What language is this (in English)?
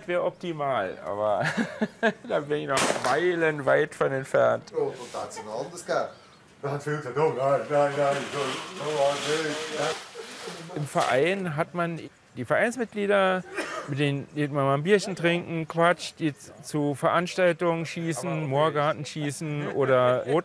Romansh